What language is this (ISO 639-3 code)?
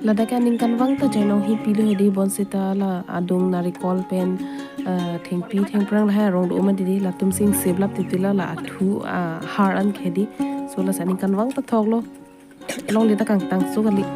mjw